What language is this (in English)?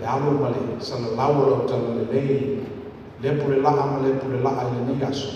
Samoan